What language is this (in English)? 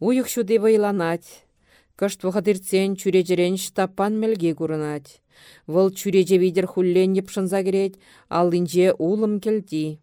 Chuvash